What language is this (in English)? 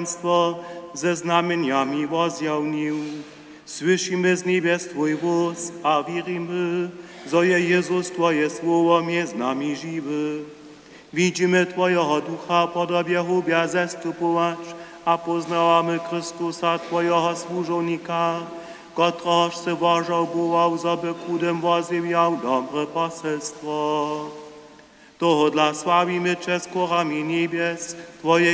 Upper Sorbian